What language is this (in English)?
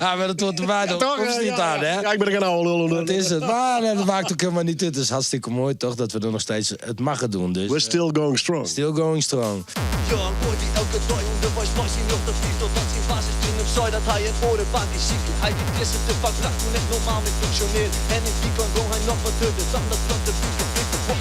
Western Frisian